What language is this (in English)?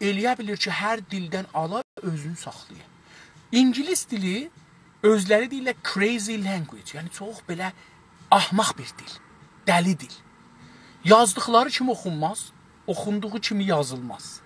South Azerbaijani